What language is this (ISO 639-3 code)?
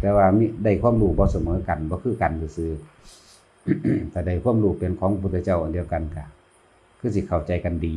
tts